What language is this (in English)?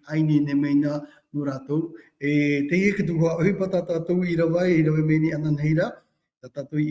Tahitian